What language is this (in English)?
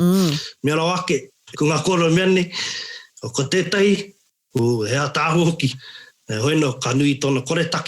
Māori